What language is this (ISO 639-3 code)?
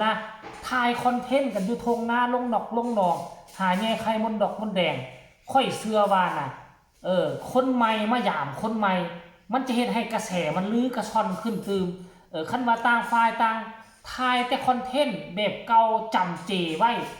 tts